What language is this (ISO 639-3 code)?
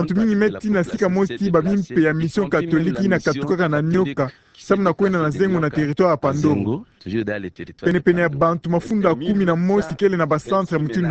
ktu